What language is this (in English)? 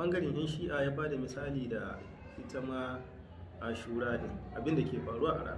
Hausa